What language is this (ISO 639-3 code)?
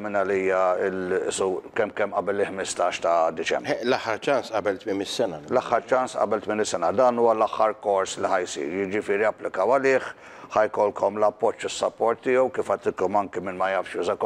mlt